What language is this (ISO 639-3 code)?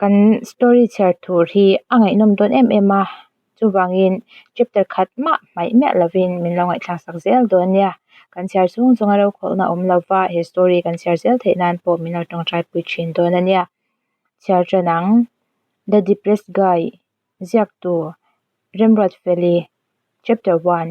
lus